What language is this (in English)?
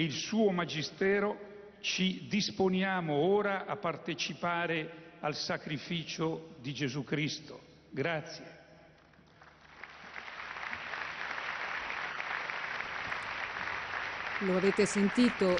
Italian